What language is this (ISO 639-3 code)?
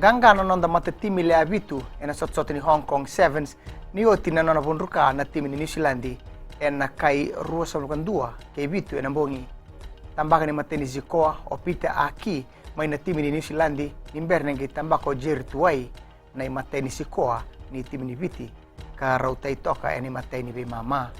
fij